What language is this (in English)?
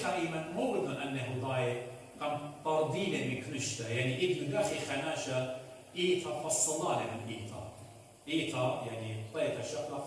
Assyrian Neo-Aramaic